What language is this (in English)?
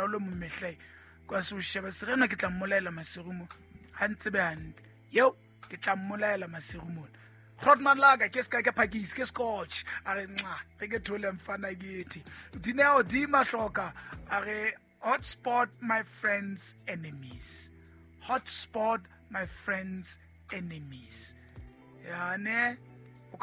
Southern Sotho